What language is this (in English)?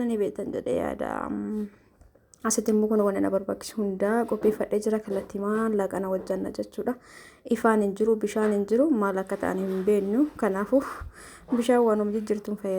Oromo